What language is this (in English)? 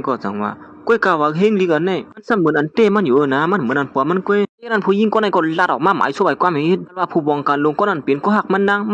Shan